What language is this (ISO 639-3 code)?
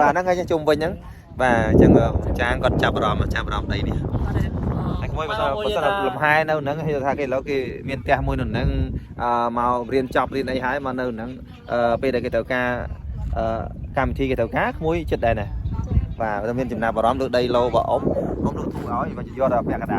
khm